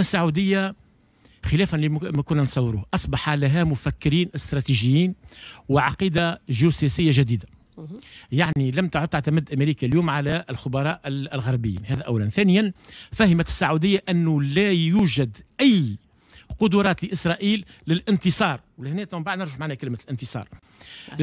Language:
Tunisian Arabic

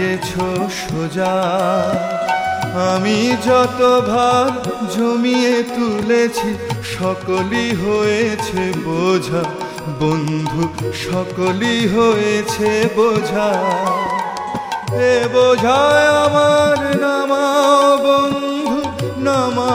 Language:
Bangla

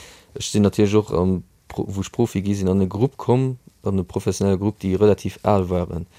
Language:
Luxembourgish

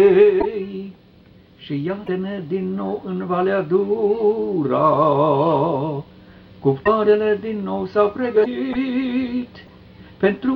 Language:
Romanian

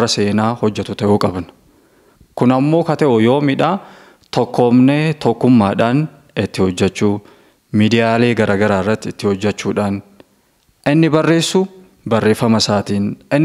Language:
Oromo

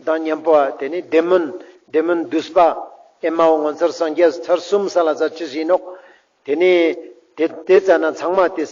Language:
Ladakhi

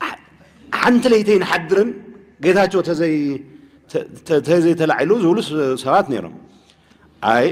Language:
Tigrinya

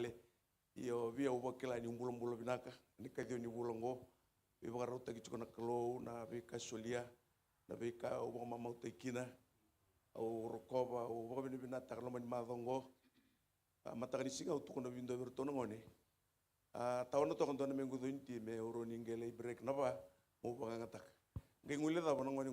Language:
Fijian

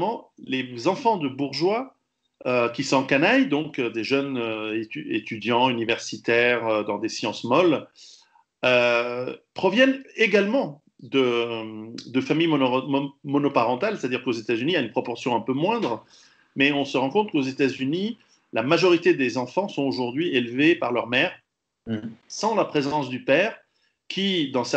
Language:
French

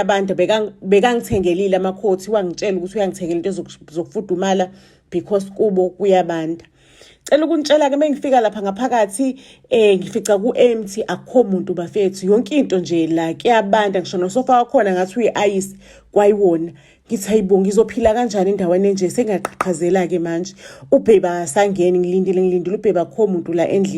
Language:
Zulu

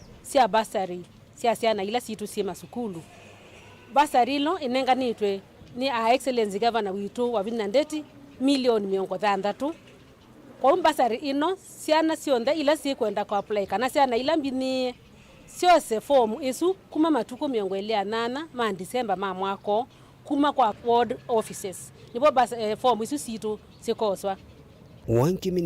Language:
Kamba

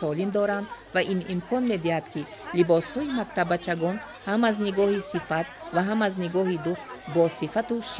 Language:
Tajik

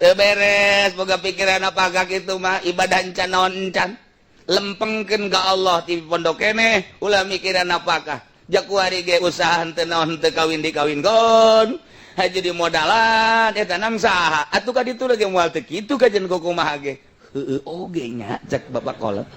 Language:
Sundanese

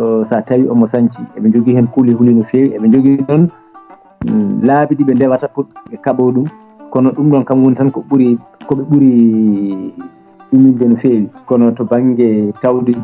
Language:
Fula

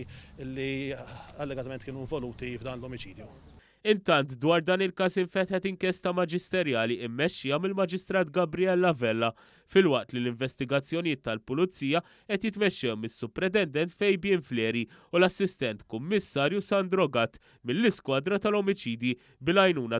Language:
Maltese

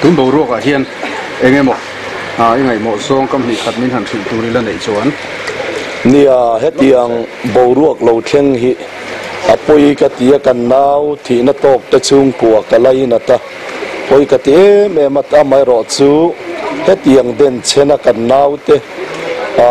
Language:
Mizo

